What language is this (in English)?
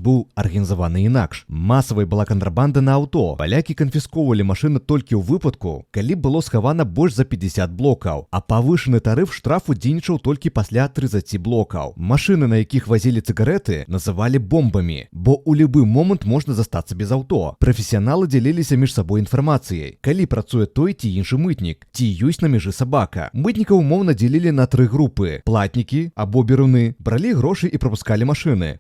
Belarusian